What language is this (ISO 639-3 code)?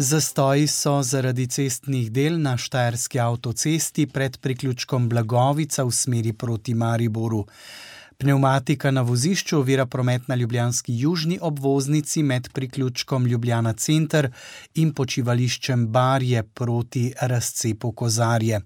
slv